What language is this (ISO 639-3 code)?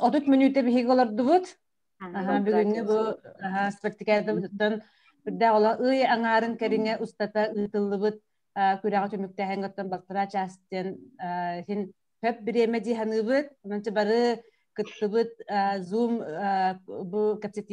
sah